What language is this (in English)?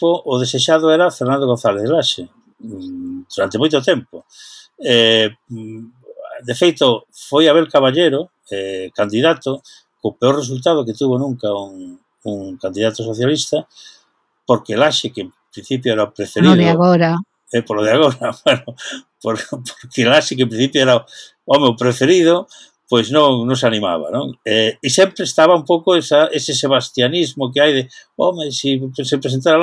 Galician